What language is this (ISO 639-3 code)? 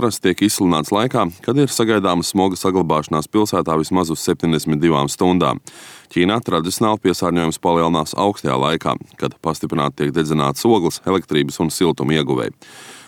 lav